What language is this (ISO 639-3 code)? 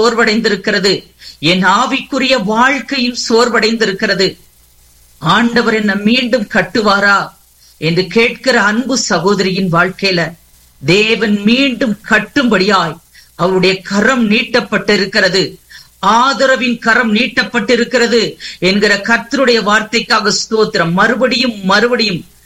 tam